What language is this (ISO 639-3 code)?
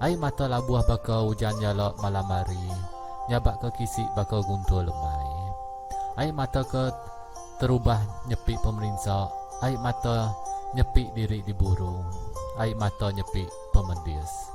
iba